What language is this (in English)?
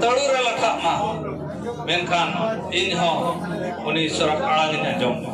Santali